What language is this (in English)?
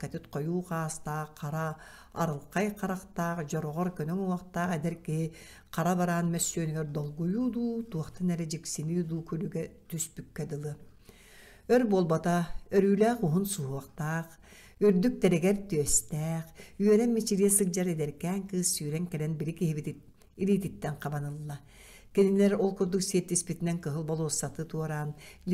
Yakut